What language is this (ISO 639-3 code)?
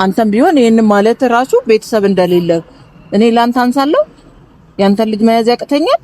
amh